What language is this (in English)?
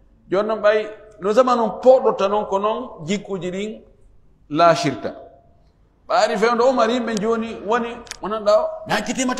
Fula